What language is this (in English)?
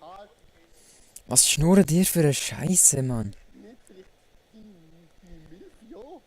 Swiss German